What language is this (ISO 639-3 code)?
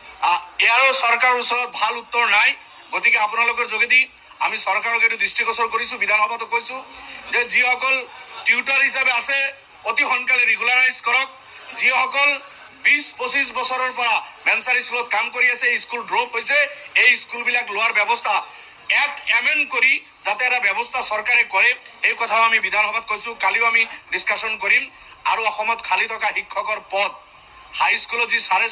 asm